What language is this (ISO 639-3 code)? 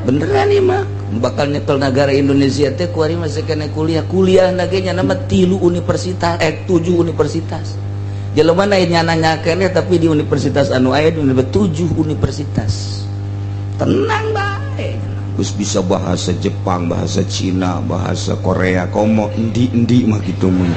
sun